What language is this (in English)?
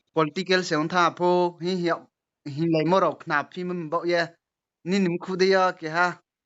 Riang (India)